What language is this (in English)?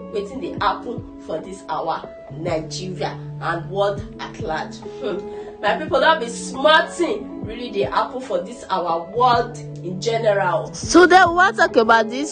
Nigerian Pidgin